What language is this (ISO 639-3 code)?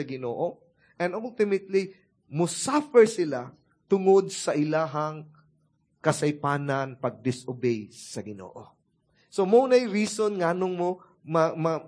ceb